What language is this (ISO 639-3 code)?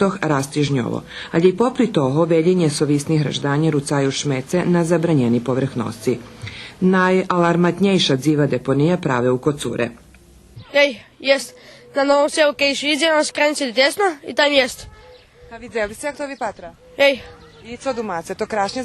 rue